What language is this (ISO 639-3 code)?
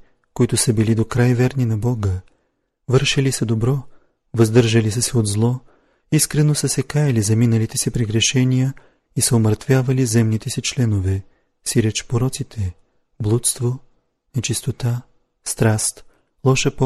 bul